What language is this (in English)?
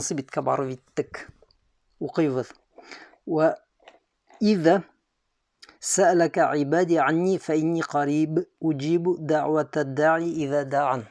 Bashkir